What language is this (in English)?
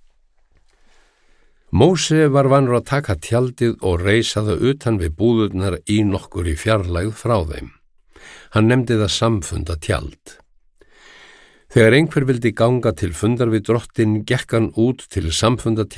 Icelandic